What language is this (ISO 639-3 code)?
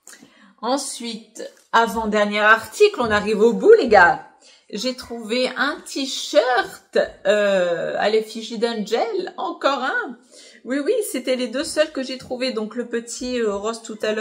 fra